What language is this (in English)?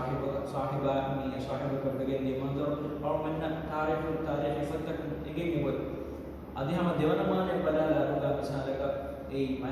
Divehi